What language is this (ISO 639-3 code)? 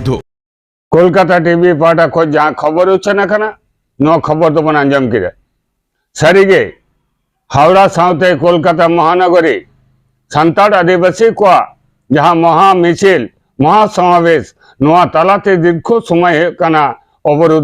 sat